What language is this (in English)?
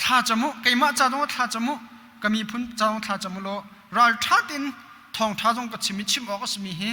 Hakha Chin